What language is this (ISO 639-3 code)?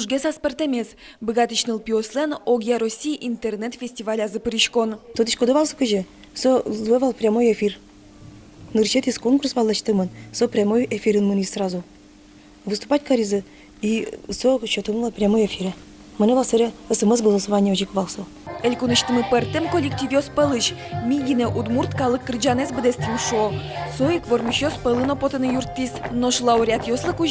udm